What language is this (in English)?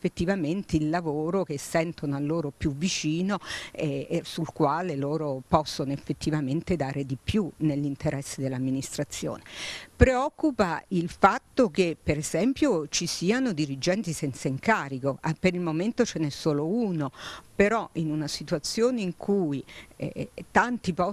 Italian